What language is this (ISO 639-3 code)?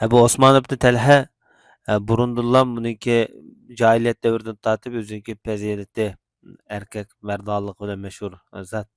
uig